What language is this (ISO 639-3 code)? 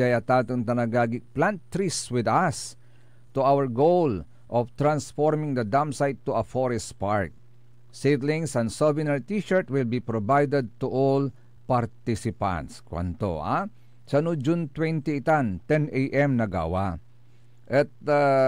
pag